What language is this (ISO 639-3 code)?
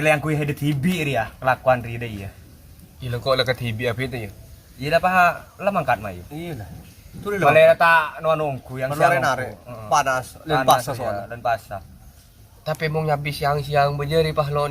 mad